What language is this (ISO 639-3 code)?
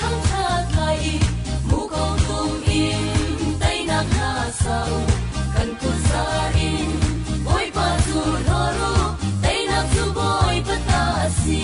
cfm